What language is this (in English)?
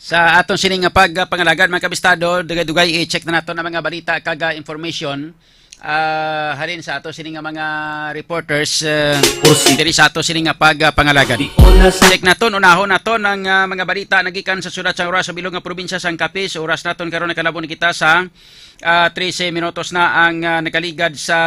Hiligaynon